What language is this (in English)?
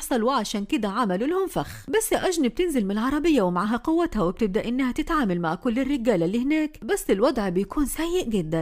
Egyptian Arabic